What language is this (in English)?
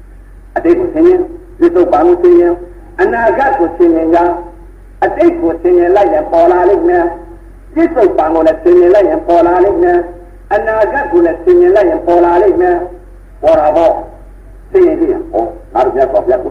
Burmese